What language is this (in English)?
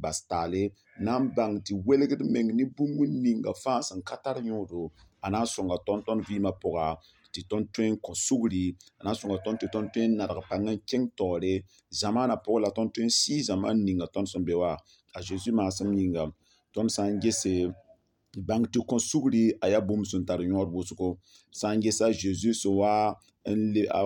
Mossi